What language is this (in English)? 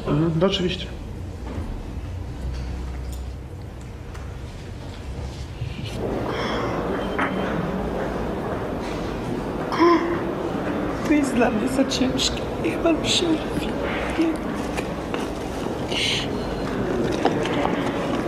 Polish